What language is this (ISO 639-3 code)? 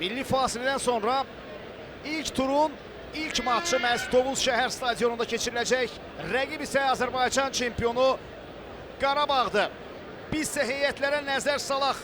aze